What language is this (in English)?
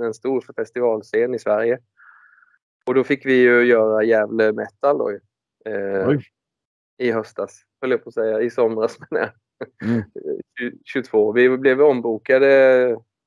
Swedish